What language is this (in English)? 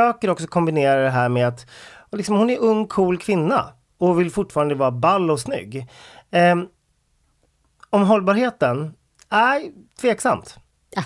Swedish